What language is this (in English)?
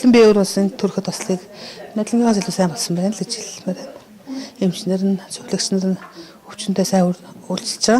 Mongolian